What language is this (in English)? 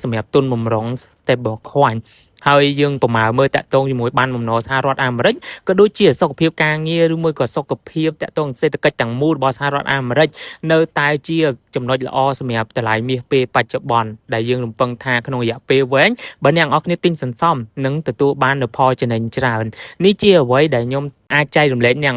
Khmer